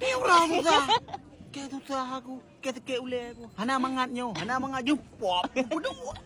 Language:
Achinese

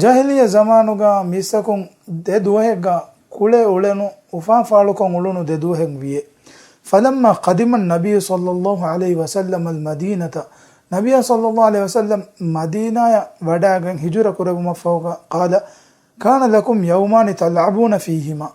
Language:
Divehi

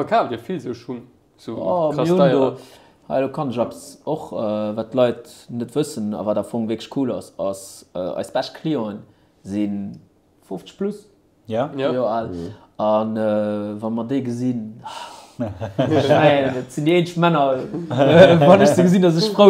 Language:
Luxembourgish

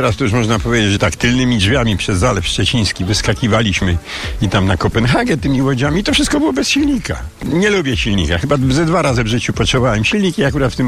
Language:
Polish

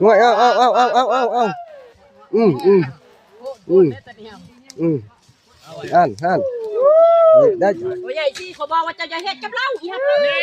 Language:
Northeastern Thai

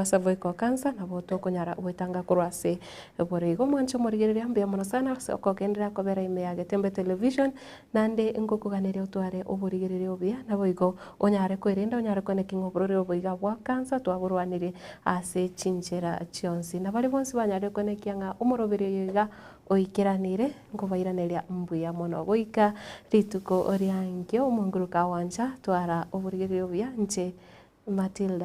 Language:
Gusii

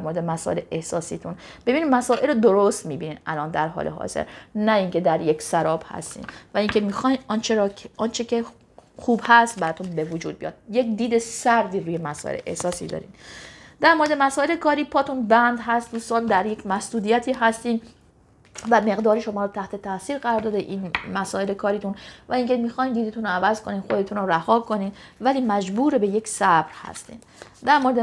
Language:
Persian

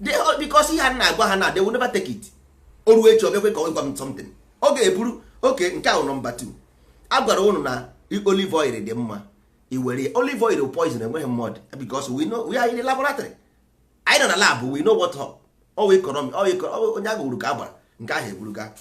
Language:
Igbo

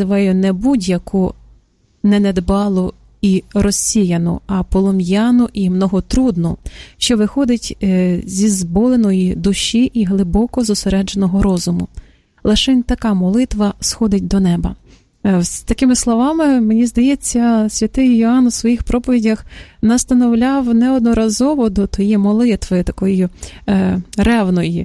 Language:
Ukrainian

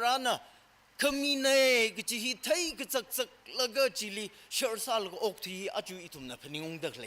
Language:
Tangkhul Naga (India)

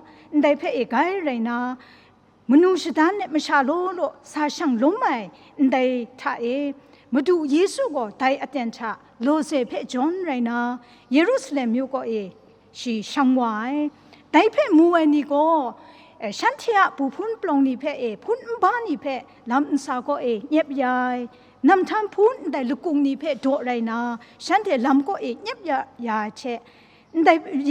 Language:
Kachin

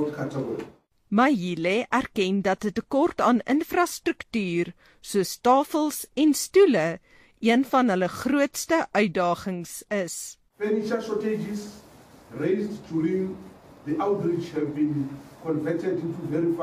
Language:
Afrikaans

